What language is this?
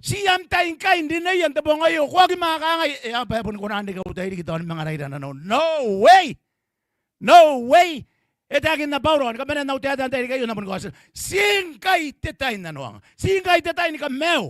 Gilbertese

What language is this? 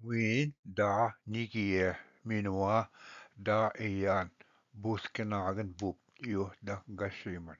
Ojibwa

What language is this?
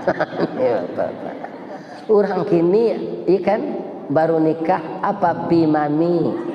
Minangkabau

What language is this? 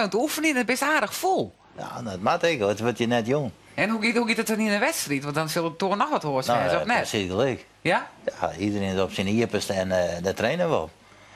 Western Frisian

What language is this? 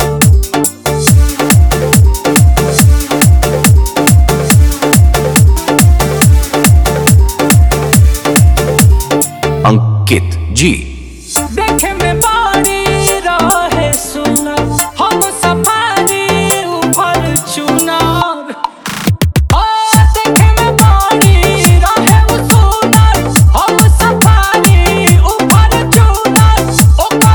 Bhojpuri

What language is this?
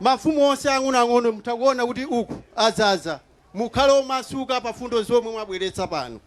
Nyanja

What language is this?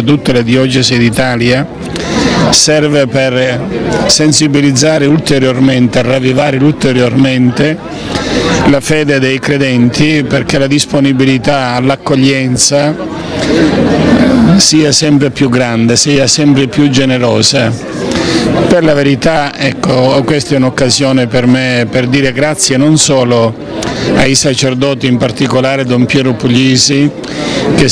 Italian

